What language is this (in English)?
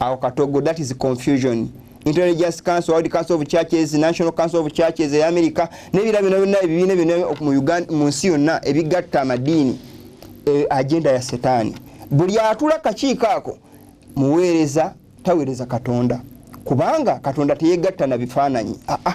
Ganda